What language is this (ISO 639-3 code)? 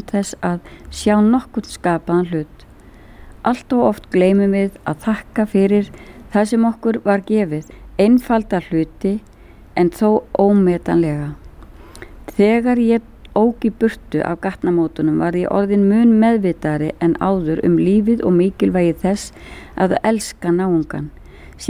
isl